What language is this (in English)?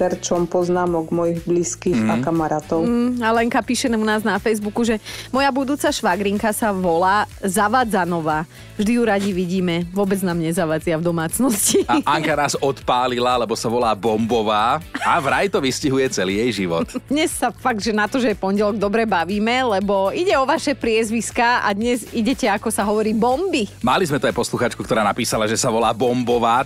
Slovak